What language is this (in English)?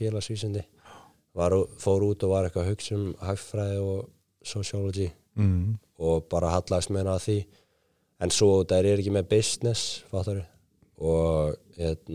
Icelandic